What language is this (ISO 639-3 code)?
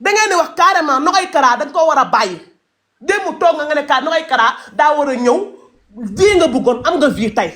wol